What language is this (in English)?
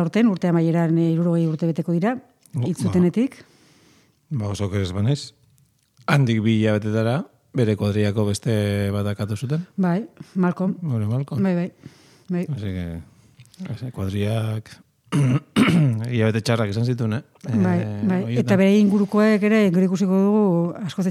Basque